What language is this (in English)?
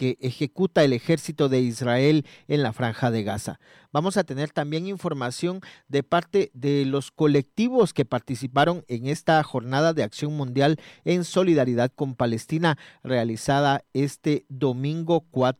Spanish